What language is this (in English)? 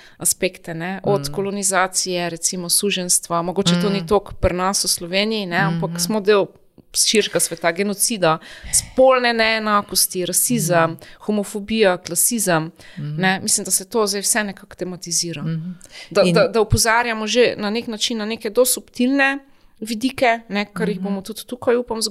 Slovenian